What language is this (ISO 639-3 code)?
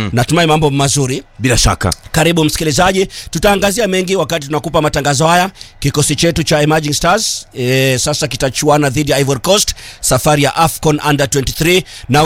swa